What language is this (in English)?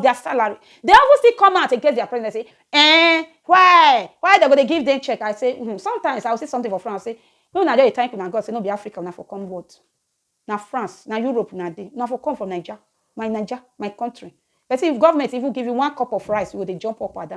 Nigerian Pidgin